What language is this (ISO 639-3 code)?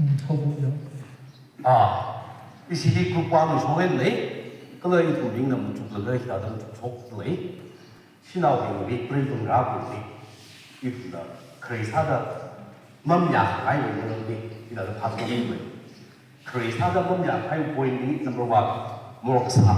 nmf